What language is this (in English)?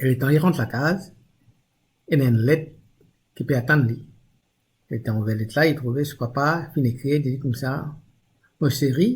Morisyen